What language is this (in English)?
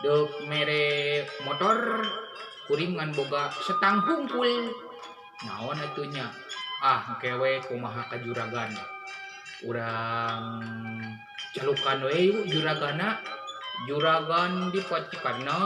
Sundanese